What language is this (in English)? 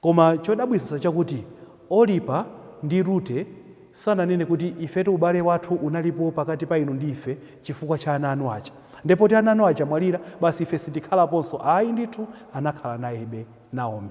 Nyanja